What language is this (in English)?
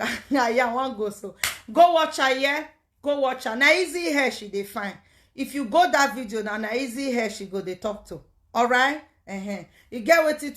Nigerian Pidgin